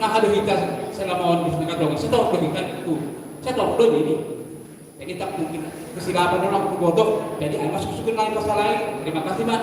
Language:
Batak Simalungun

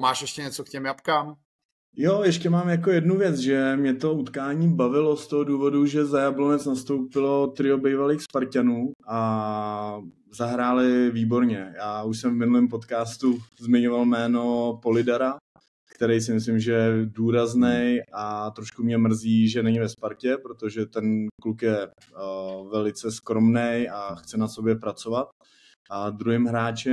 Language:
Czech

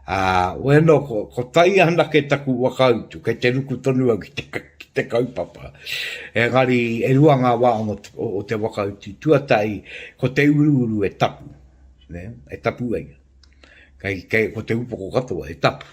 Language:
Māori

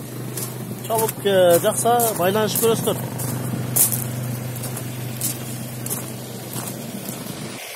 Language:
Kyrgyz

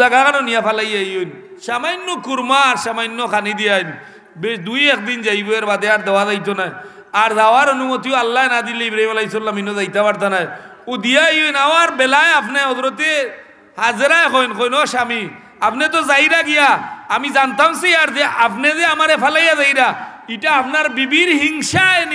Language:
Sylheti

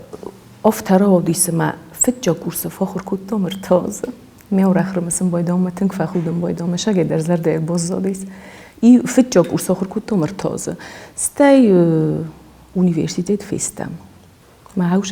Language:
Ossetic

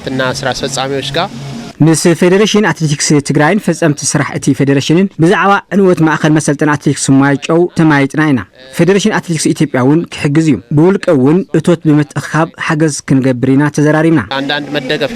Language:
Tigrinya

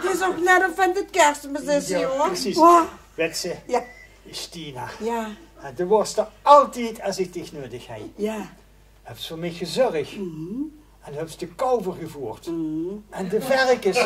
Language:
Limburgish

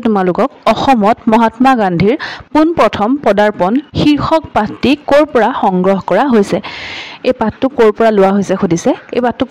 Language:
Assamese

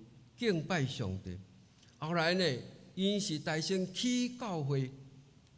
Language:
Min Nan Chinese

